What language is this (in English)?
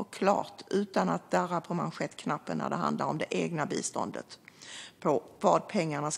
Swedish